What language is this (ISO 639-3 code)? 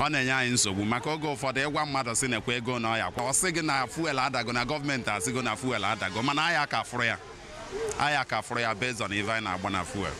ibo